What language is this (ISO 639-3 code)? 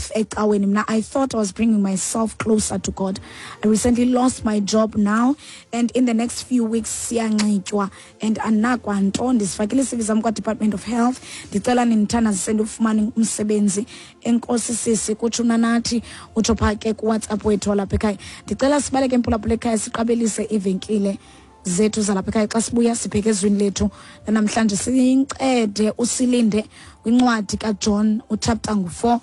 xho